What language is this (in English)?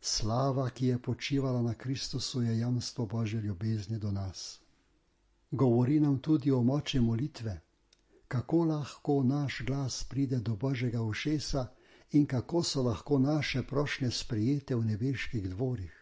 Slovenian